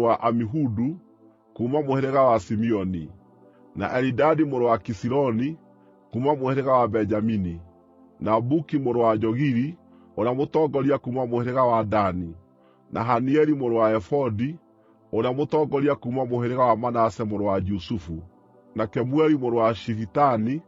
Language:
Kikuyu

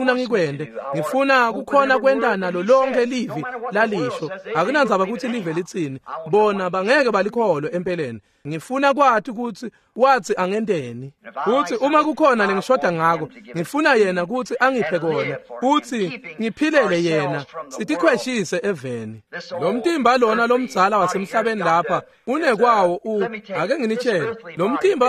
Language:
Swati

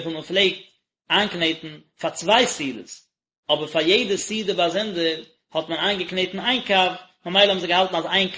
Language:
Yiddish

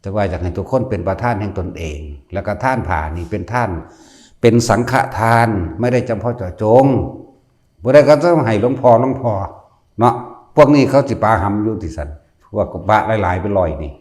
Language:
Northeastern Thai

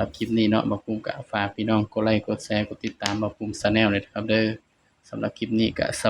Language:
Northeastern Thai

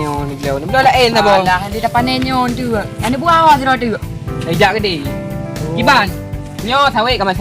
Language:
Achinese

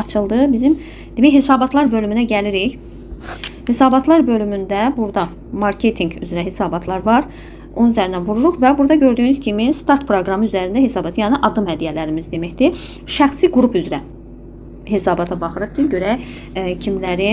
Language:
Azerbaijani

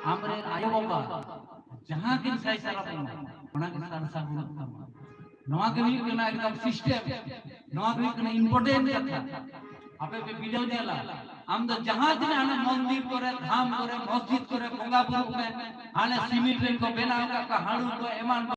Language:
Santali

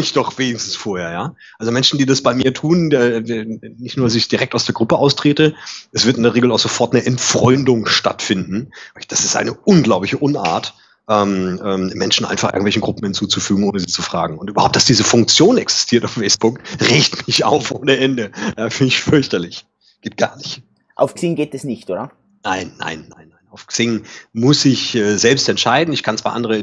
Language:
German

